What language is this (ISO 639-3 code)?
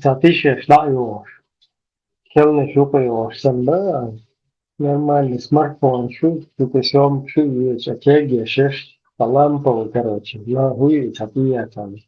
che